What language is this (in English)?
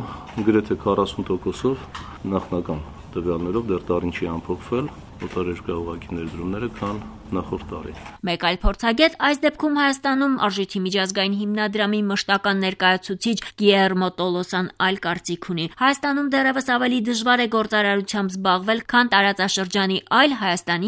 Armenian